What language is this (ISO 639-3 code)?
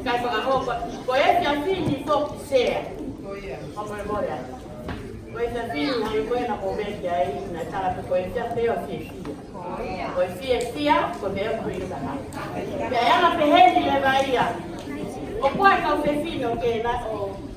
ton